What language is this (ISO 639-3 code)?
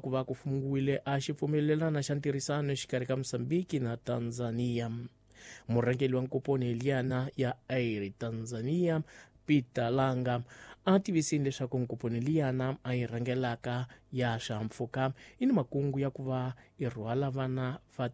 tso